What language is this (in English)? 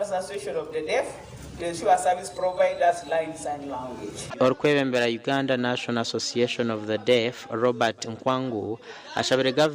Nyankole